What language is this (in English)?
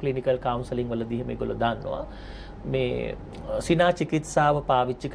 Sinhala